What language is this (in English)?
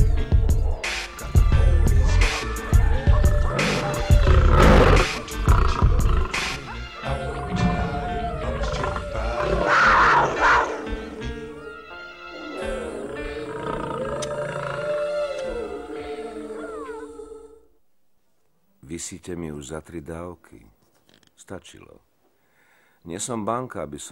Slovak